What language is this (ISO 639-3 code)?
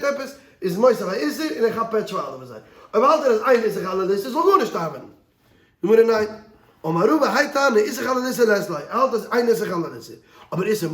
yid